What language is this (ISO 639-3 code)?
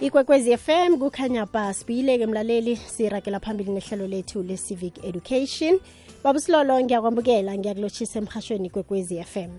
nbl